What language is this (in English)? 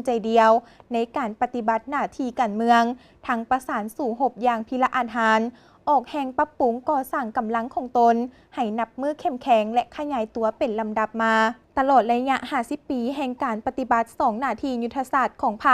Lao